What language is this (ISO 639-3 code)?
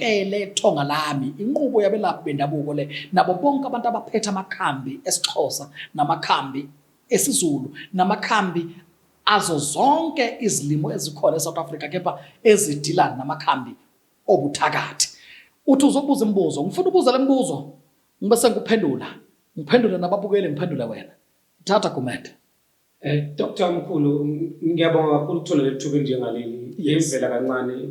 zul